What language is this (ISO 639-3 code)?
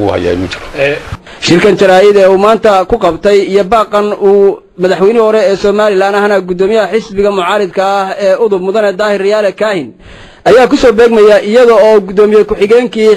som